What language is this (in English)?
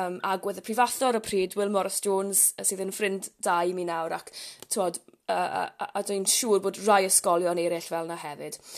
Welsh